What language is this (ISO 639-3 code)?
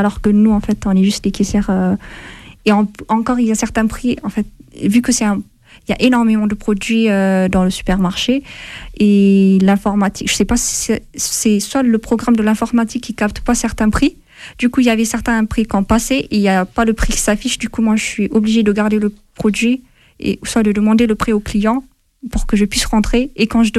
fra